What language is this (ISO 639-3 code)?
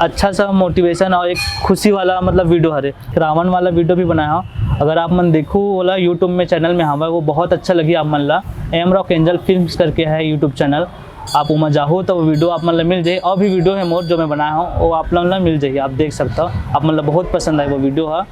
hne